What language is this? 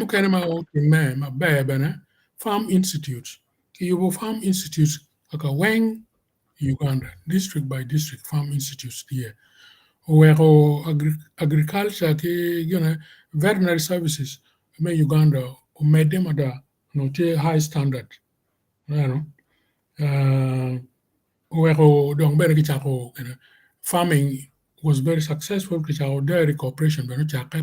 Acoli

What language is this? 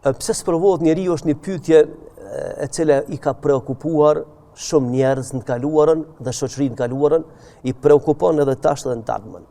Albanian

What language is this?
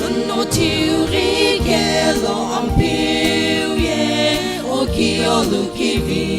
Sumi Naga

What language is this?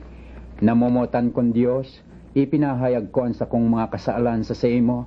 Bikol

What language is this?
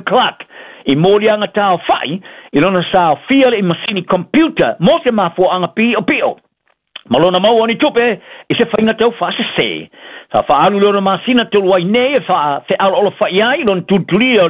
Samoan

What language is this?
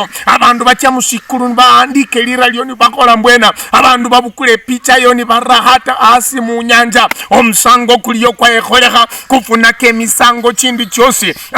Luyia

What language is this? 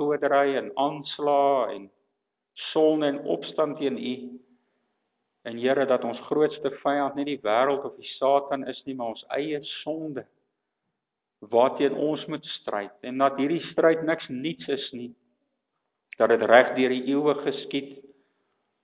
Afrikaans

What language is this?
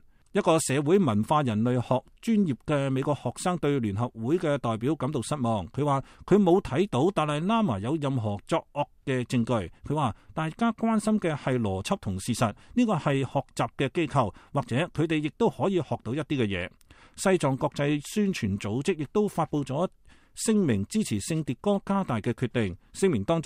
Cantonese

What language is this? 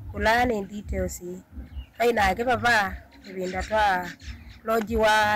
Kamba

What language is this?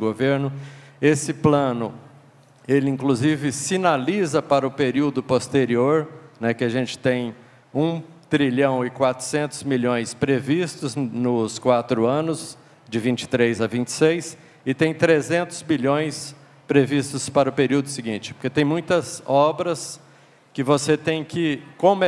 Portuguese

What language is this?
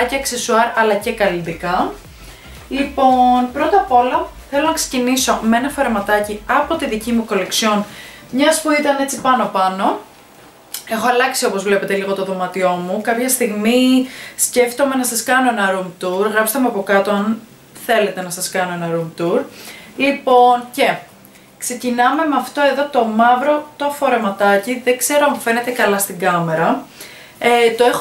Greek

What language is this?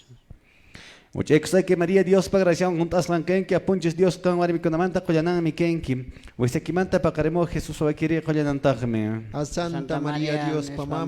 Quechua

